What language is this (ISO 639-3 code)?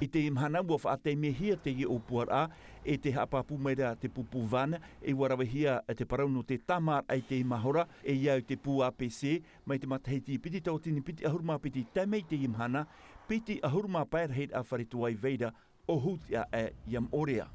tah